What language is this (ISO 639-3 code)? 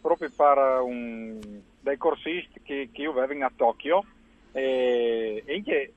fur